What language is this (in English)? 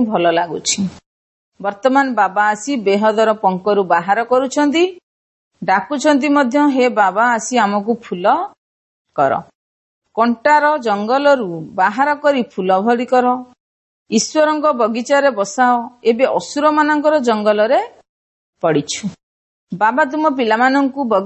Odia